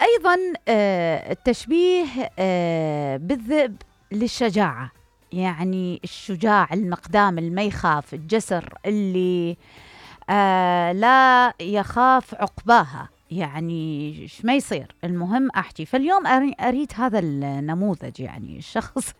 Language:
Mesopotamian Arabic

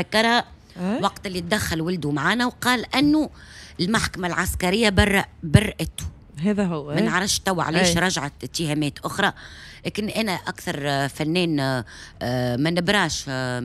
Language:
Tunisian Arabic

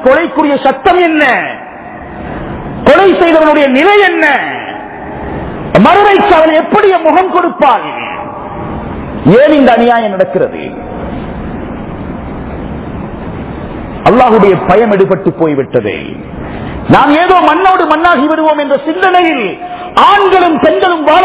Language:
Tamil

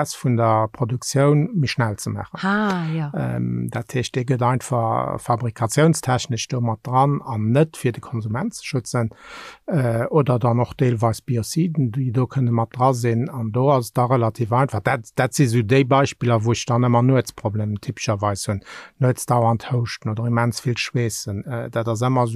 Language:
Luxembourgish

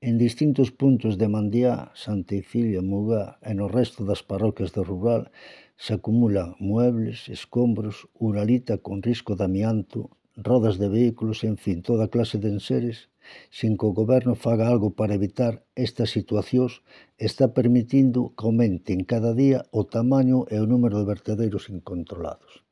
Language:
Galician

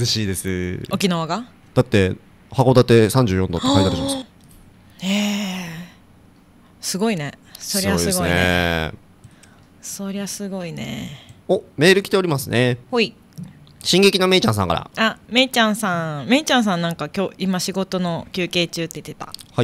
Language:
Japanese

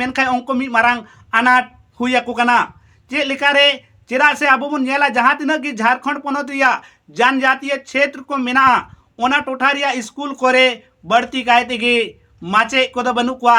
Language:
Santali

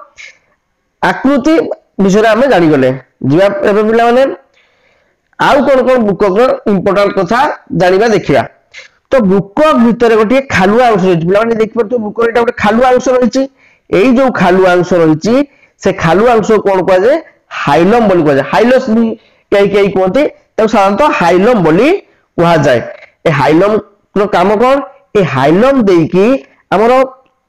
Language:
Odia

